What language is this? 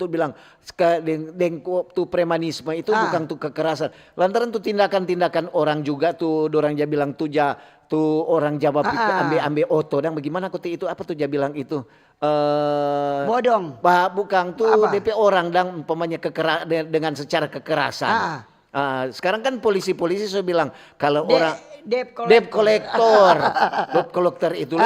Manado Malay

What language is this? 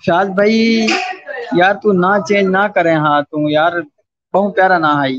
Saraiki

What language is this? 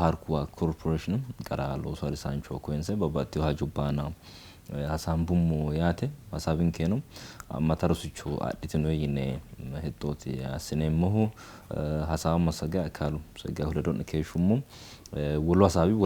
Sidamo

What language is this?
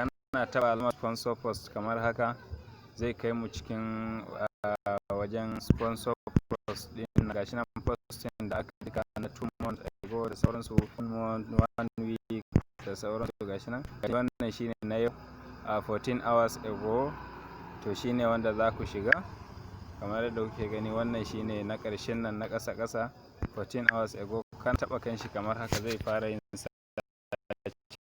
Hausa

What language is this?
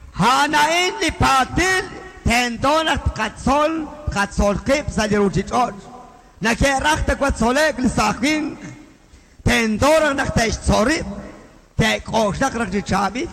Kekchí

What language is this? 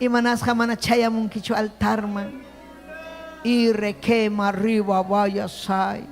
Ayacucho Quechua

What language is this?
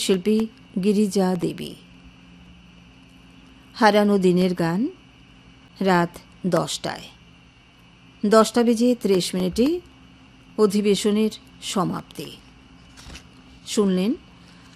Bangla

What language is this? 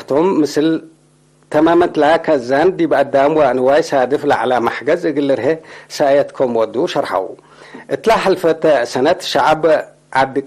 Tigre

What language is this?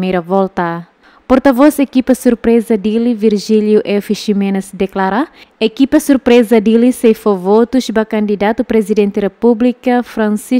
Tetum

